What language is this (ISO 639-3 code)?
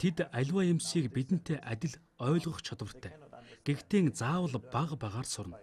mon